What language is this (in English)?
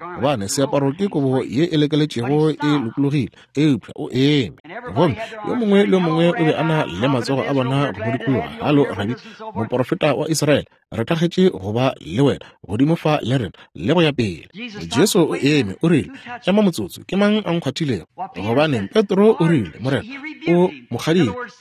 Northern Sotho